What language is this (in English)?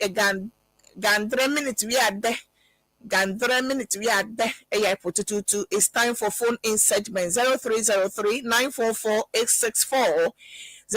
Ewe